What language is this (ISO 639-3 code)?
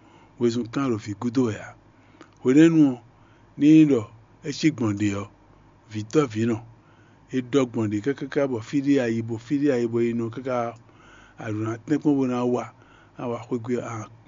fon